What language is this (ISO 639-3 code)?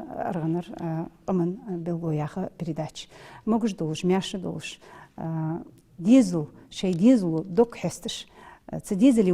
inh